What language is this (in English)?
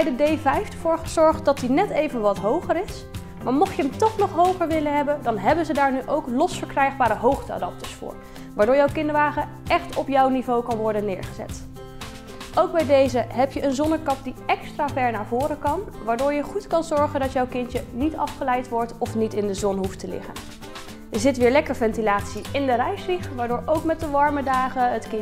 Dutch